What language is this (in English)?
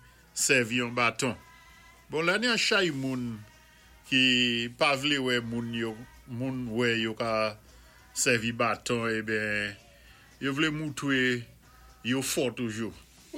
Saint Lucian Creole French